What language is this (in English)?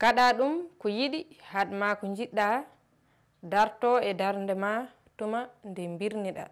Fula